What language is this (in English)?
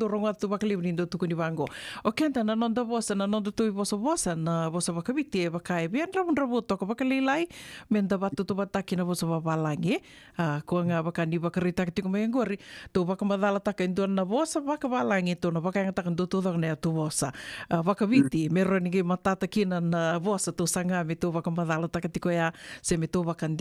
Fijian